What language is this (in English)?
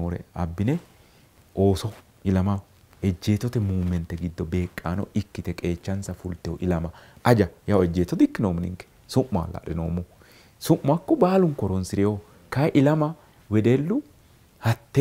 Sidamo